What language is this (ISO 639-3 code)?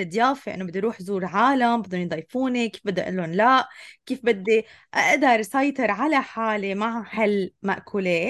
apc